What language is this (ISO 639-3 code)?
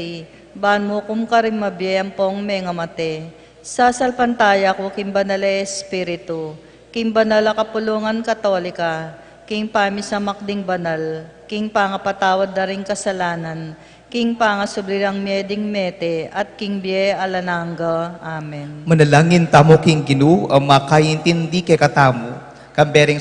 pam